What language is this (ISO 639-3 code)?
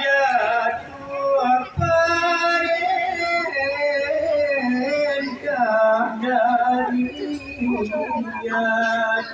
min